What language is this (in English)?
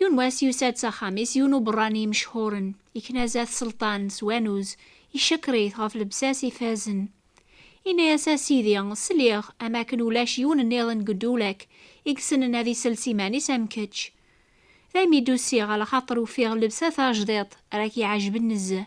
Kabyle